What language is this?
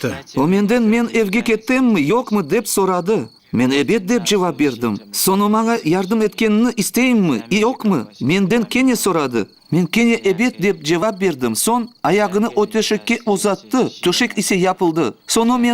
Crimean Tatar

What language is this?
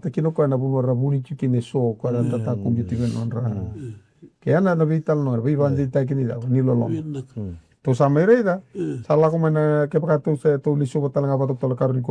Fijian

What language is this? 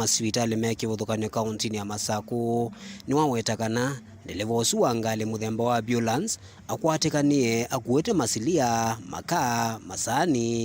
Kamba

